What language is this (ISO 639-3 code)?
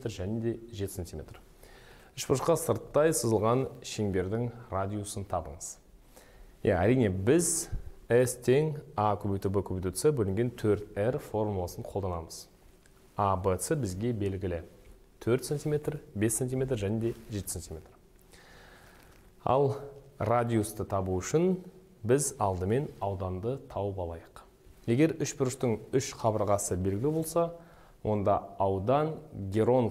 kaz